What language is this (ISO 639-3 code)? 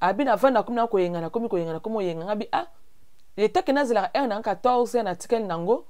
lin